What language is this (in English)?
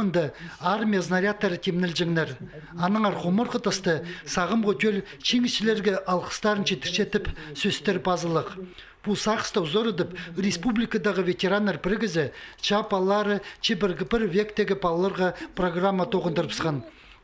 Khakas